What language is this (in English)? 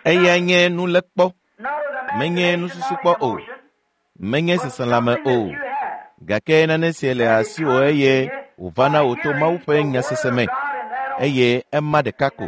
Ewe